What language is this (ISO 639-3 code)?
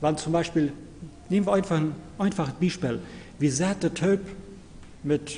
pdt